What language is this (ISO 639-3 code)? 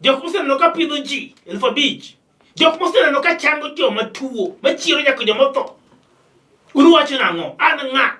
luo